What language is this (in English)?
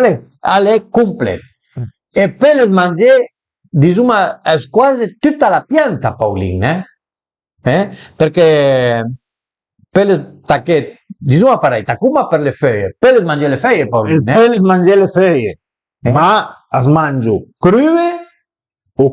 Piedmontese